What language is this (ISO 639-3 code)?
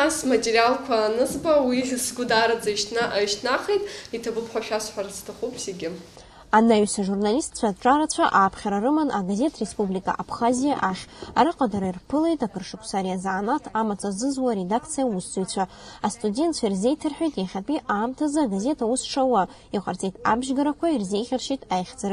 abk